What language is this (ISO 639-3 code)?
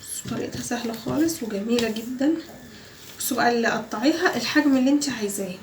arz